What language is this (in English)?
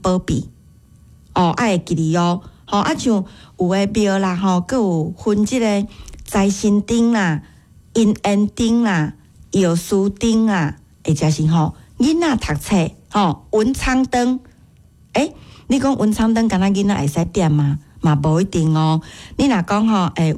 Min Nan Chinese